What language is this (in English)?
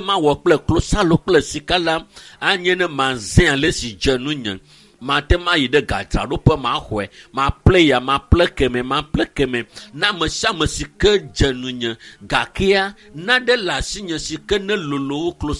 Ewe